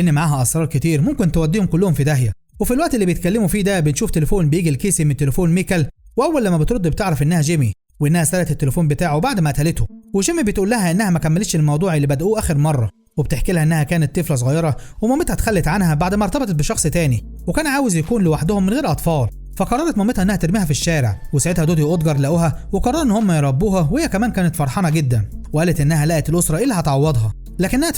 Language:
Egyptian Arabic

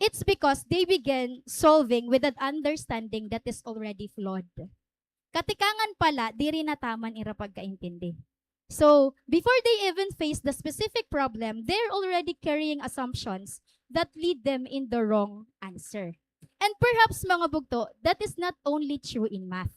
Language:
Waray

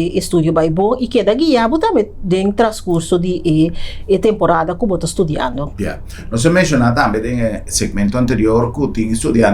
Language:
Papiamento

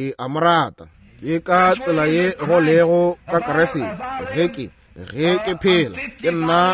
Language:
Northern Sotho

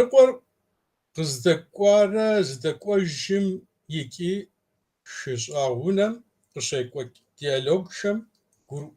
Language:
Kabardian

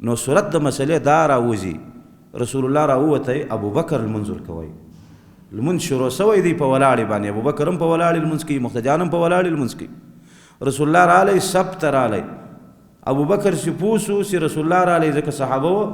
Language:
Pashto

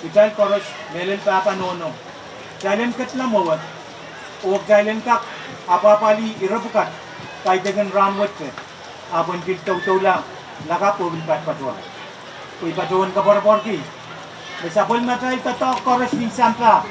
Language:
Pohnpeian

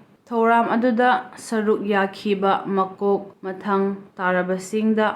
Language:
Manipuri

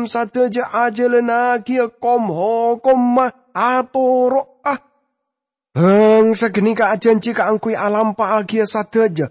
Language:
Madurese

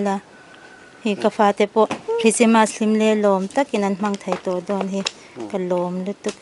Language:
Mizo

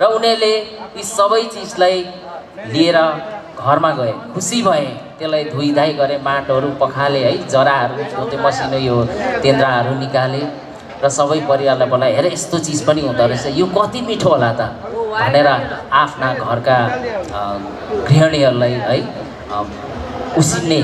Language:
Nepali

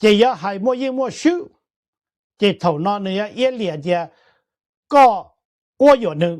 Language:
Hmong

